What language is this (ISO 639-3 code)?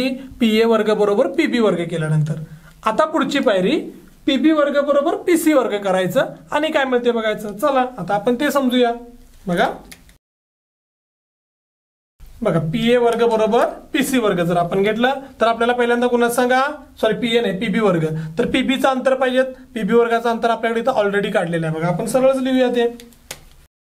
mar